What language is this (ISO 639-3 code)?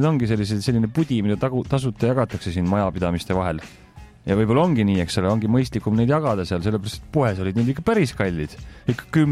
est